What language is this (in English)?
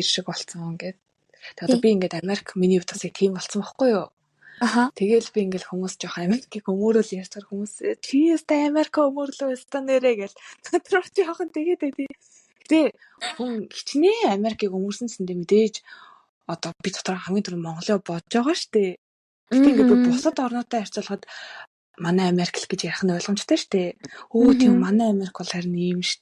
Mongolian